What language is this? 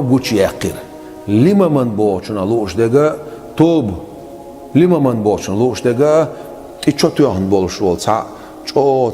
Chechen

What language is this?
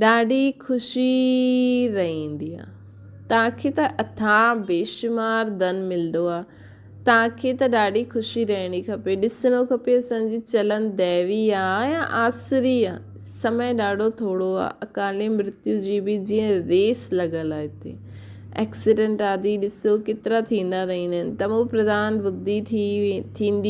Sindhi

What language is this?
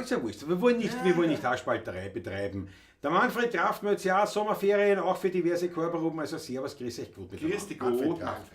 Bavarian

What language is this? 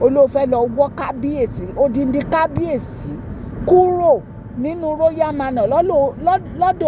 Yoruba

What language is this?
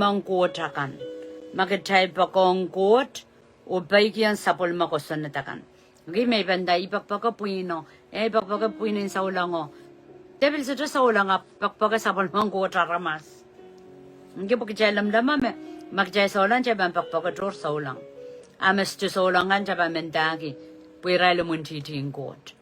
Pohnpeian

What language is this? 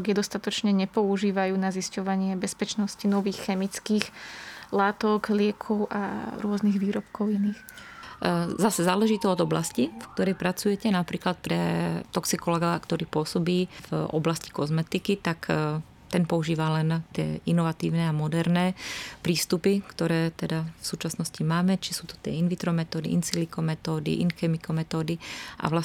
Slovak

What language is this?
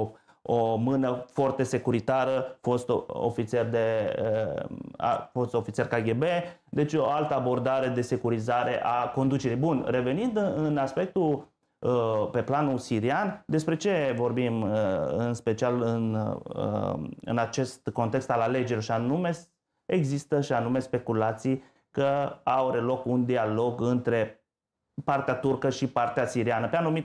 Romanian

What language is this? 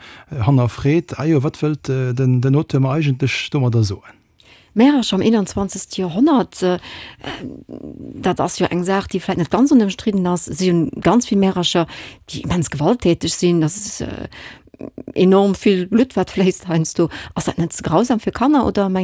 Luxembourgish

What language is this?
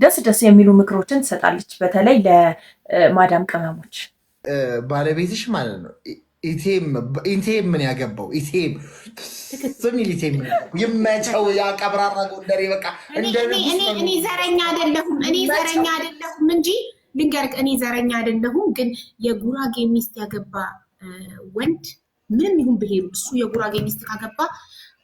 Amharic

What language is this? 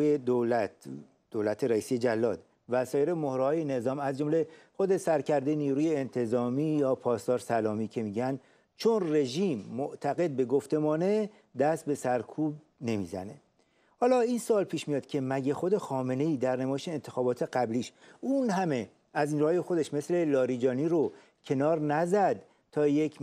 Persian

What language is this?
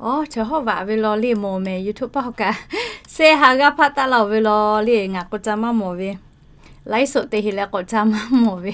Lahu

